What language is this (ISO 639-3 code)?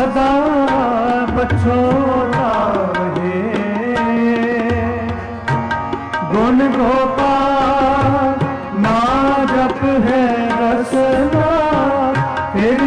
pan